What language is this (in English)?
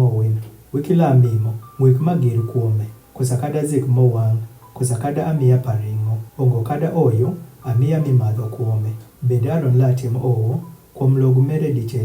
Adhola